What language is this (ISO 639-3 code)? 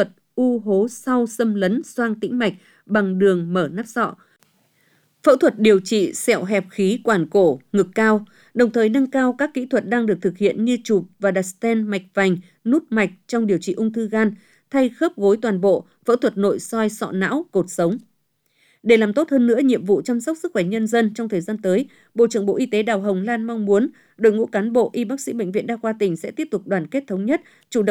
vie